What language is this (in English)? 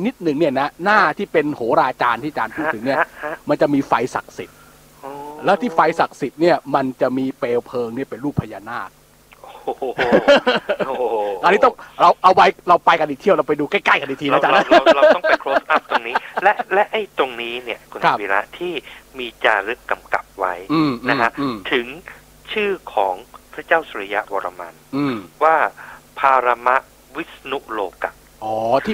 Thai